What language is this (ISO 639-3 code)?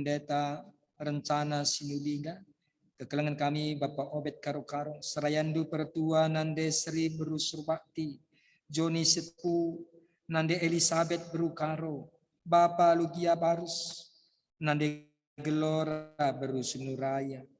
btx